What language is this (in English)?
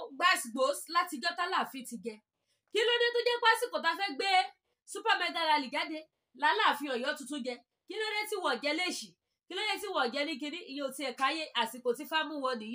Yoruba